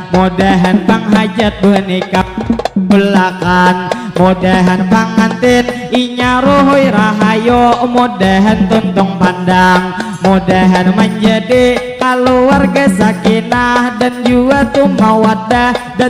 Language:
Banjar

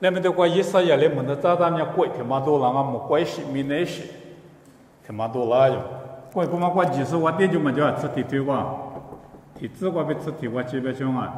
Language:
Lisu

